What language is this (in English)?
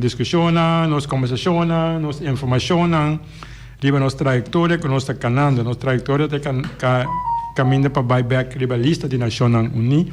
Papiamento